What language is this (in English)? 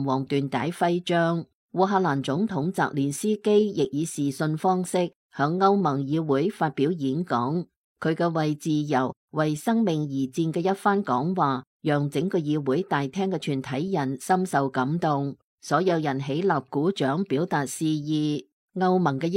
Cantonese